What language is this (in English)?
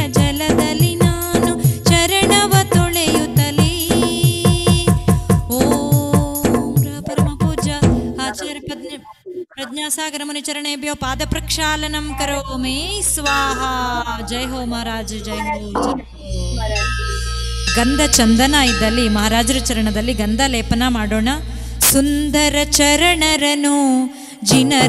Kannada